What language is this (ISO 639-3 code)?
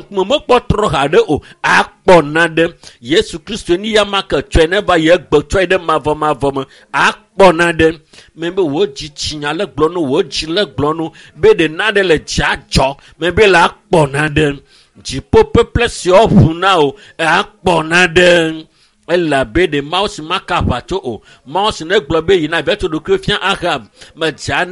ewe